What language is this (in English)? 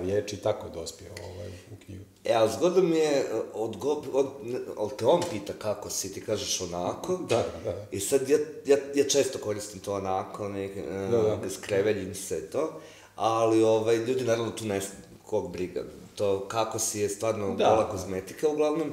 Croatian